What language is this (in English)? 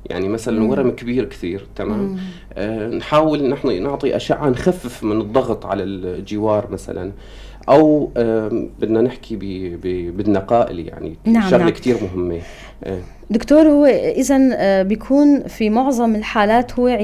North Levantine Arabic